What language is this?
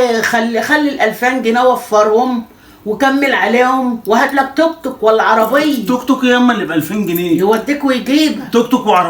Egyptian Arabic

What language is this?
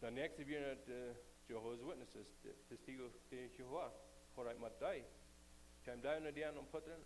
Plautdietsch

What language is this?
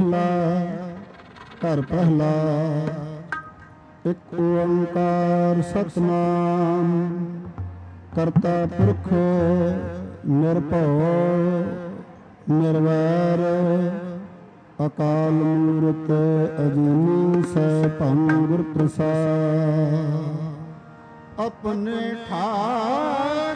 Punjabi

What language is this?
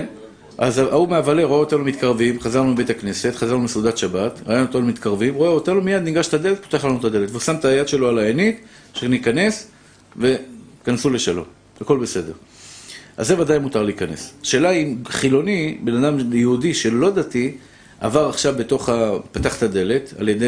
Hebrew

